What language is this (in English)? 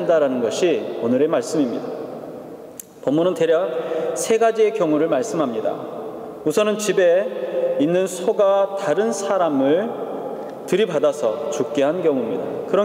Korean